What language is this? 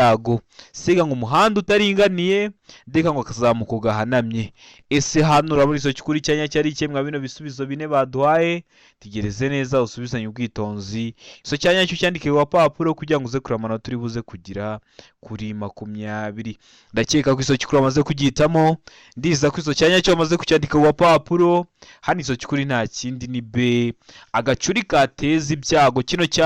Kinyarwanda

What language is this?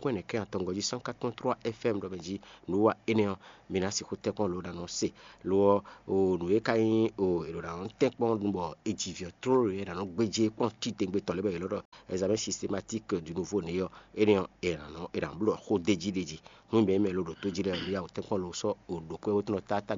Fon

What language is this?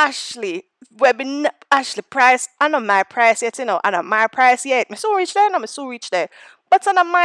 Jamaican Creole English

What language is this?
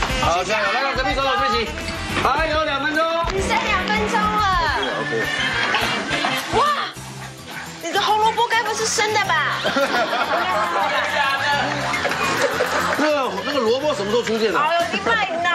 Chinese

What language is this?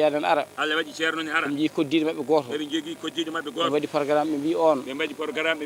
Fula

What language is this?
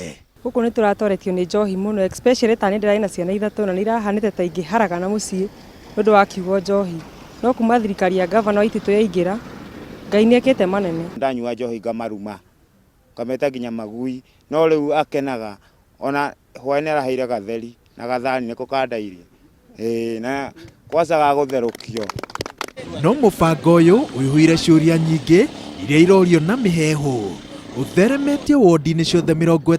Kikuyu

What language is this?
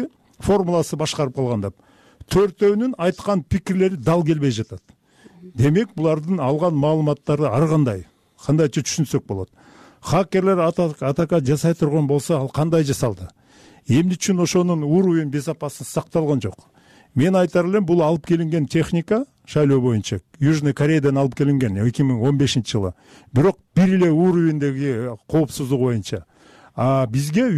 Kyrgyz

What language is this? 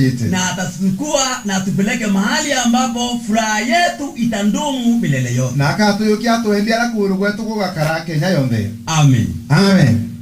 Meru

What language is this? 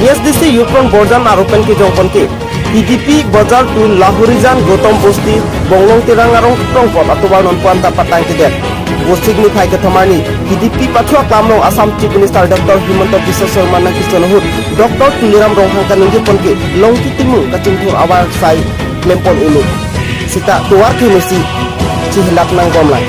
Karbi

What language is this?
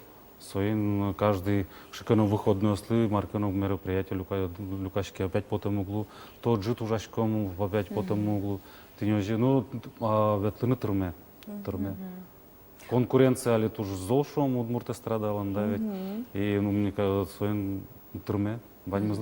Udmurt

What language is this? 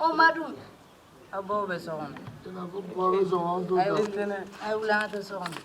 Bambara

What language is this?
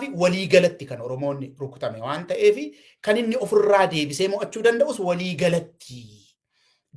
Oromo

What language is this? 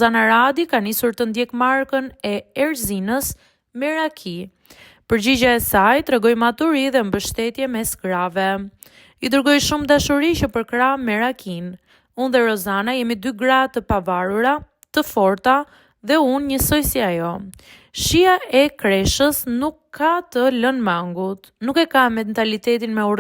Albanian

